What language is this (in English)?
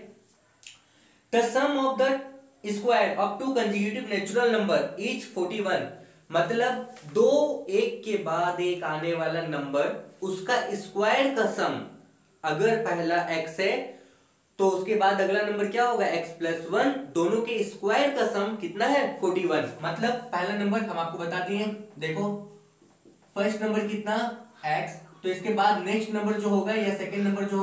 Hindi